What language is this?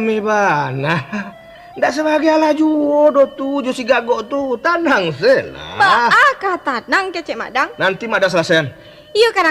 Minangkabau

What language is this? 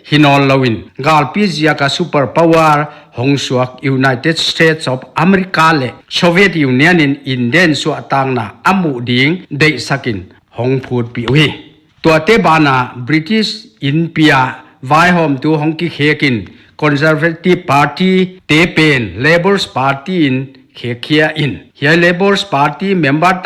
Paite Chin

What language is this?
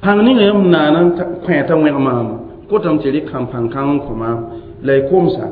Mossi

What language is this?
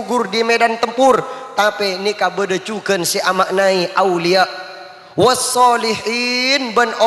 Madurese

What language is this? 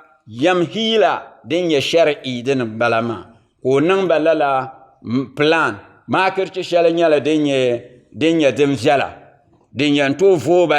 Dagbani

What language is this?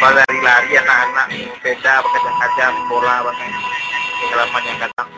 Minangkabau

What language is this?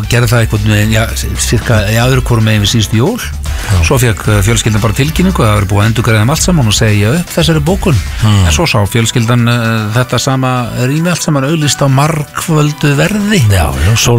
Icelandic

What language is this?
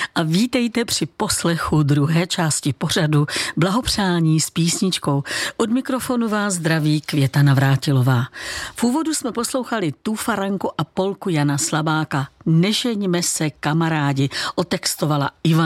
Czech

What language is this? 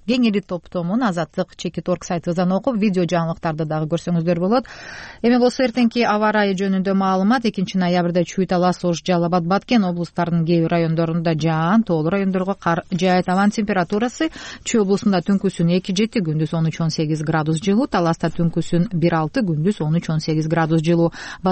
Kyrgyz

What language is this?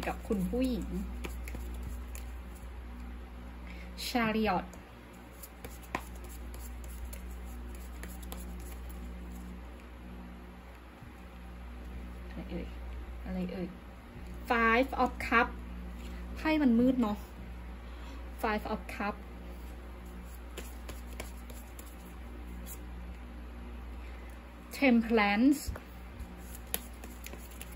Thai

